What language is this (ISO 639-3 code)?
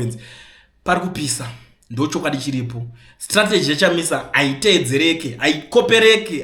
sna